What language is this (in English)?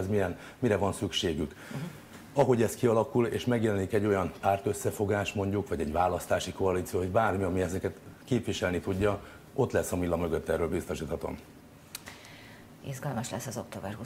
Hungarian